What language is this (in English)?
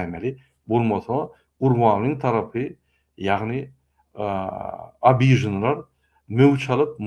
Turkmen